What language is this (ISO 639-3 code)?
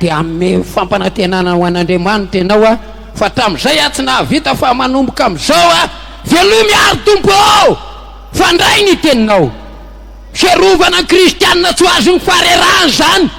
mlg